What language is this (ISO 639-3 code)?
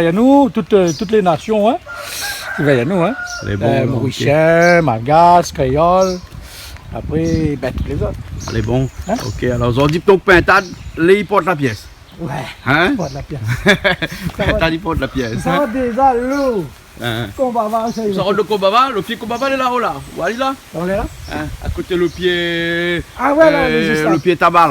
rcf